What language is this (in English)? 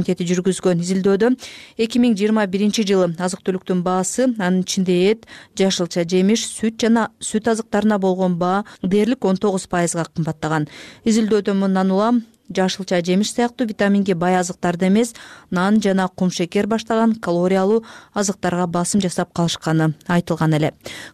Kyrgyz